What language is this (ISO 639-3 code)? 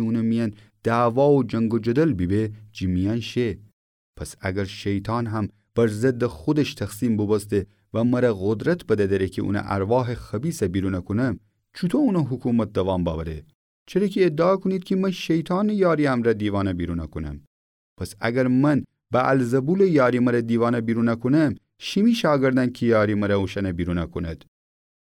glk